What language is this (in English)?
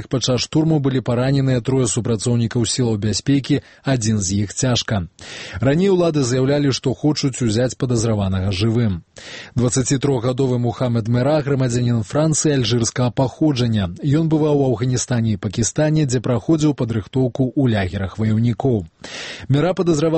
Belarusian